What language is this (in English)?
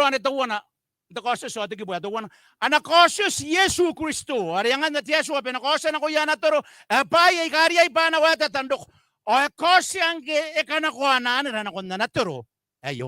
Gilbertese